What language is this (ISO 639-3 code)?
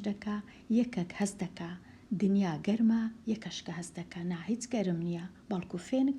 ckb